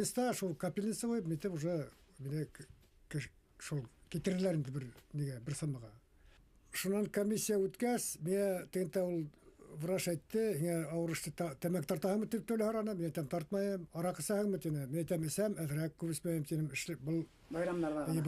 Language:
Bashkir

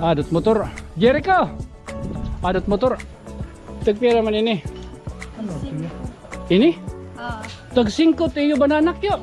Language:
Waray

